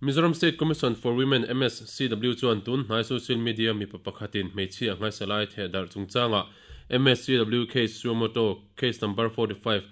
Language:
Mizo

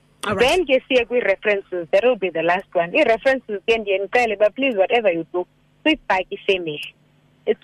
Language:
Xhosa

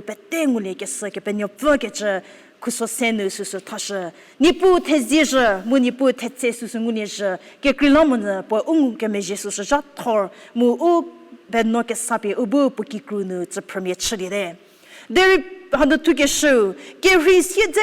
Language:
Angami Naga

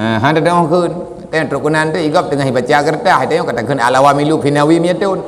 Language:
Achinese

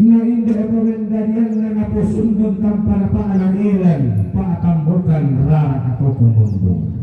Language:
Toraja-Sa'dan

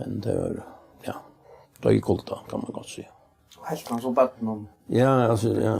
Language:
Faroese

